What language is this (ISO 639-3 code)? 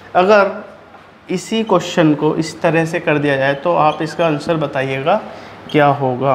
hin